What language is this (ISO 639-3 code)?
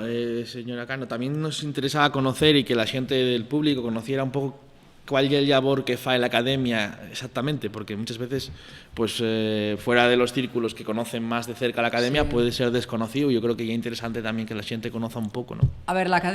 ast